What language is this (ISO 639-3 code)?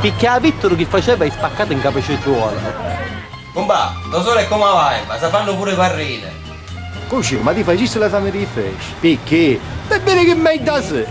scn